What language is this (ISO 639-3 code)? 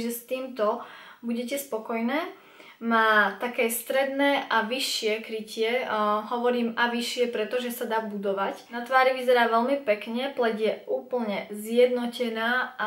slk